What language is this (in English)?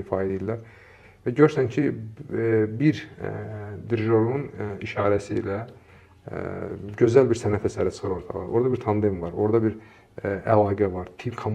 Azerbaijani